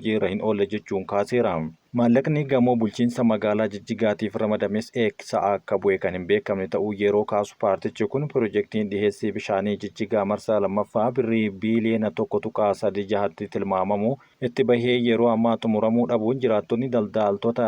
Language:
Oromo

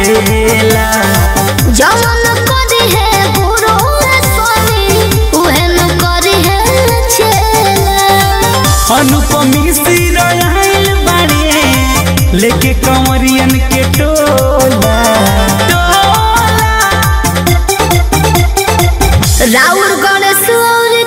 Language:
Bhojpuri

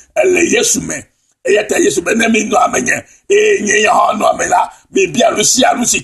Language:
Ewe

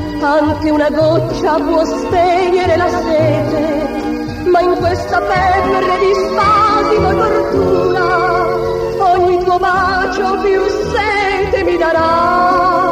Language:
Italian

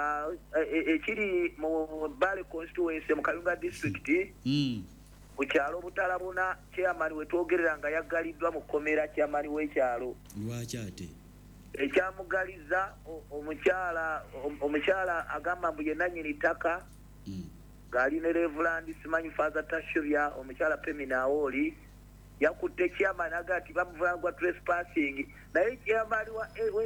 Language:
Ganda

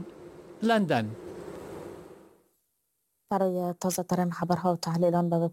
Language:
Persian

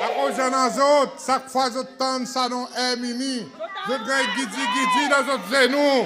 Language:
Seselwa Creole French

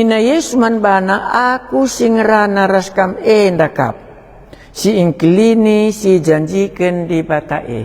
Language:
Batak Karo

